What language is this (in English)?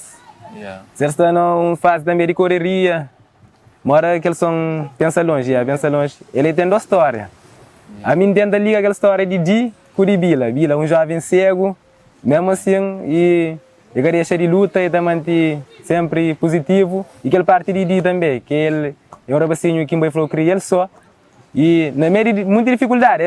Kabuverdianu